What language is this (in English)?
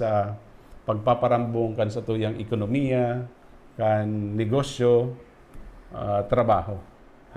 Bikol